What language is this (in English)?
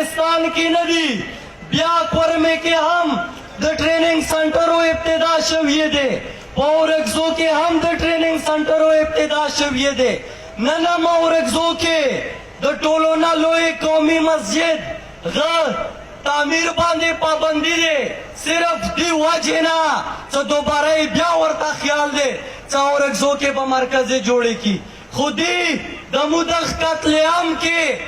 Pashto